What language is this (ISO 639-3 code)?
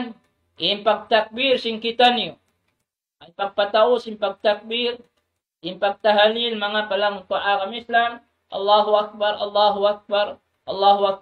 tsg